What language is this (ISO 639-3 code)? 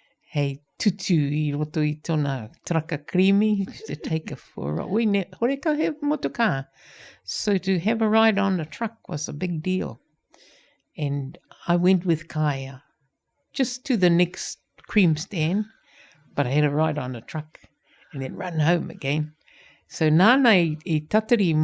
mri